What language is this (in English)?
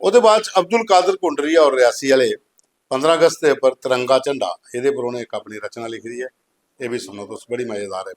Dogri